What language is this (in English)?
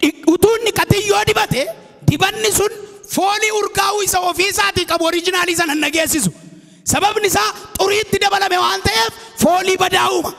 Oromo